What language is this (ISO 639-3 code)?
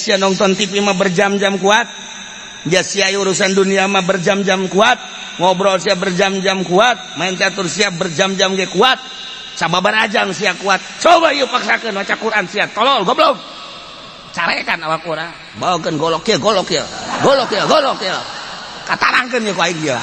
sun